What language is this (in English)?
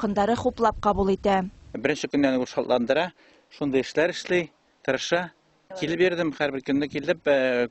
Bashkir